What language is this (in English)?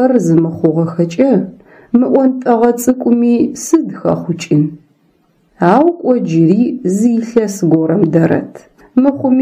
Adyghe